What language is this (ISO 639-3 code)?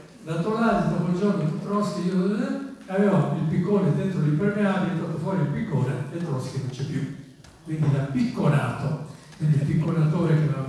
ita